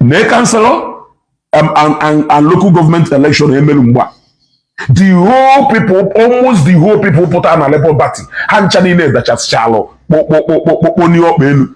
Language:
Igbo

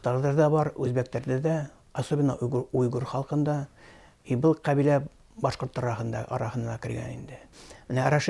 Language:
Bashkir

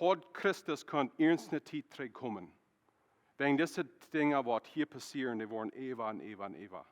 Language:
Plautdietsch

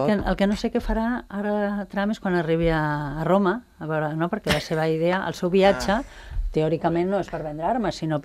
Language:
Catalan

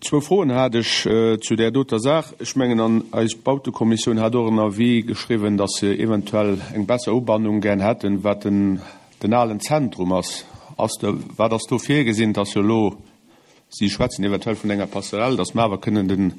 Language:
Luxembourgish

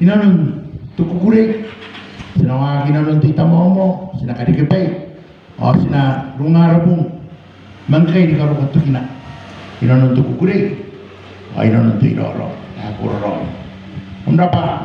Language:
Gilbertese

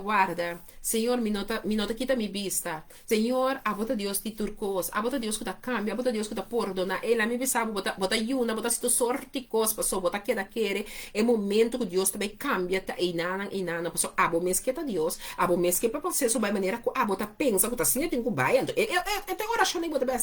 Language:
Papiamento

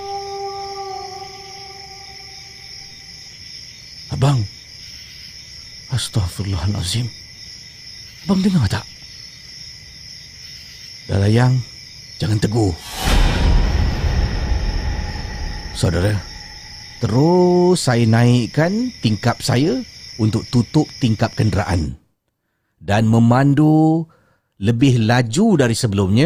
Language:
Malay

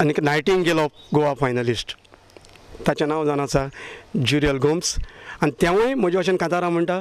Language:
Konkani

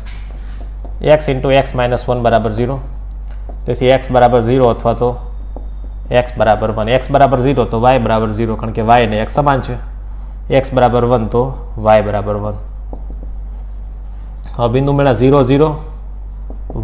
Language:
Gujarati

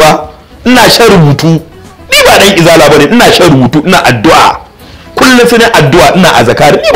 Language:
Hausa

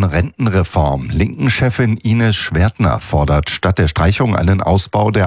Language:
German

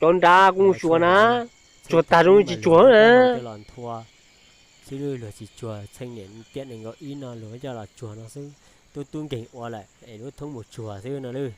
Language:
Hmong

